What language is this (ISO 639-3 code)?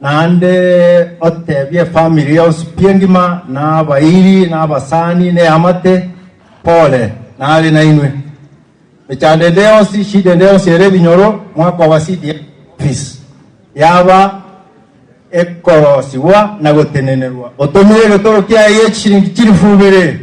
guz